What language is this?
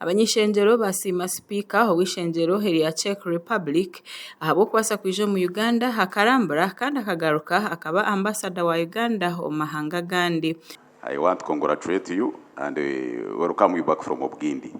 Nyankole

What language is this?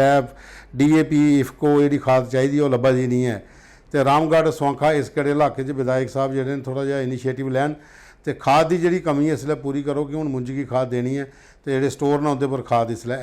Dogri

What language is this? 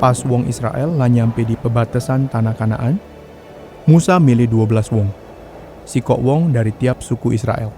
Musi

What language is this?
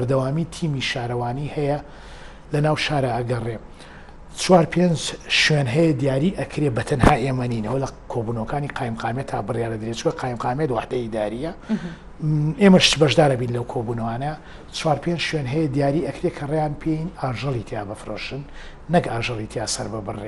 Central Kurdish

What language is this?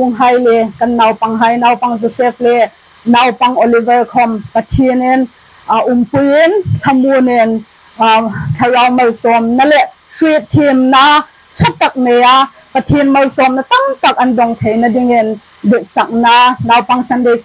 Hmar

